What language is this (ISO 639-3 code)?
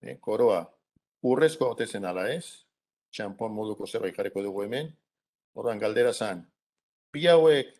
eus